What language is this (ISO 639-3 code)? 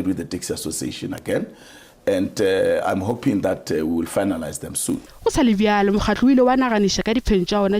nso